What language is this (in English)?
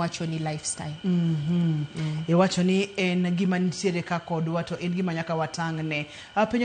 Luo (Kenya and Tanzania)